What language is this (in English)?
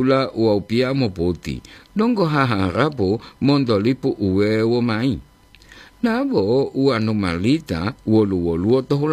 Gorontalo